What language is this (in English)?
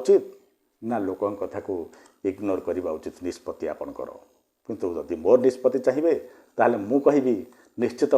Odia